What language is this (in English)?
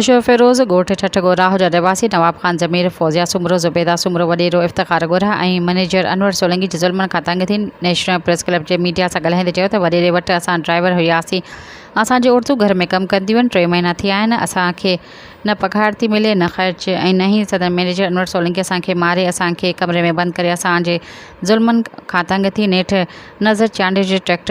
Sindhi